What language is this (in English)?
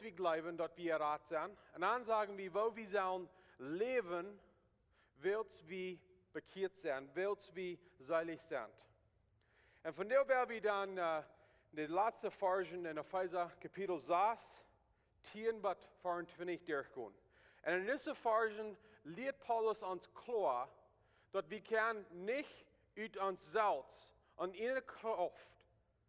Plautdietsch